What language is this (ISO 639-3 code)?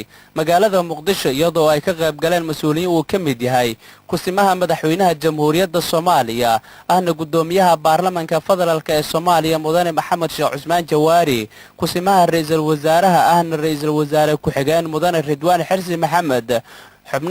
som